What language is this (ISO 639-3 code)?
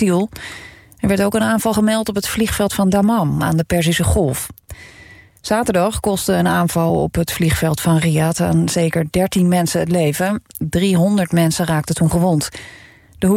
nld